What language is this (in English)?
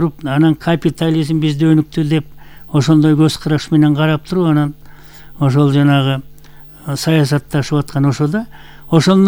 Kyrgyz